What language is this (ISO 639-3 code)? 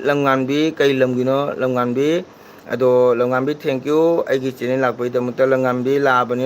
mni